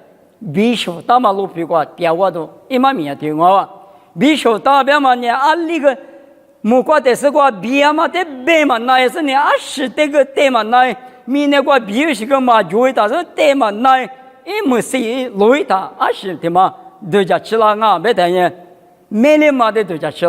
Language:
Lisu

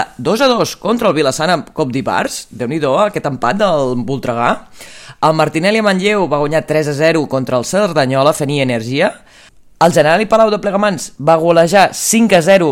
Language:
Catalan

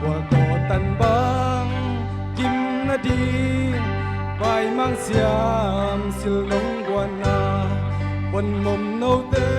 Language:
Tedim Chin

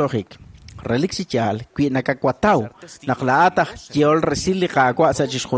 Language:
Kekchí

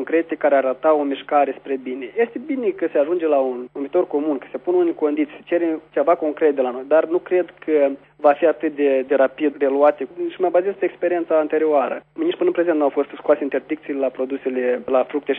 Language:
Romanian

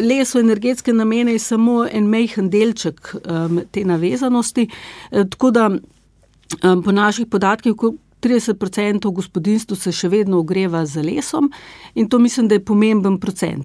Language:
Slovenian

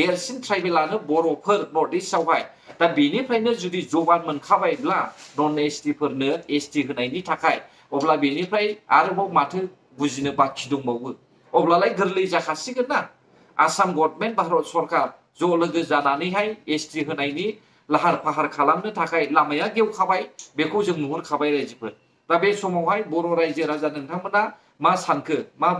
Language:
Bodo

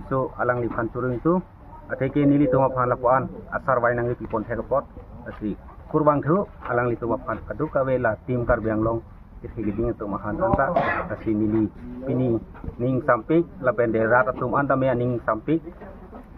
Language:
Karbi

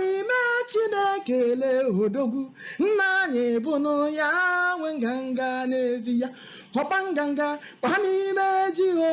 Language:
Igbo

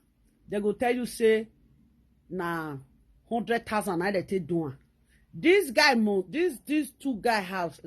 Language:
Nigerian Pidgin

